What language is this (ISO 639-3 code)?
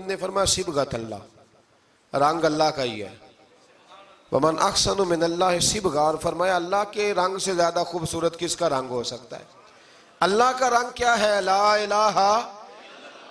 urd